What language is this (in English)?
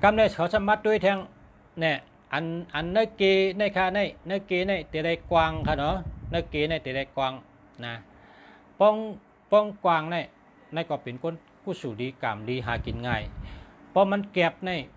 Shan